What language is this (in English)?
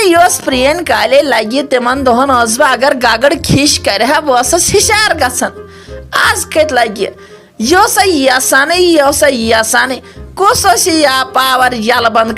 Kashmiri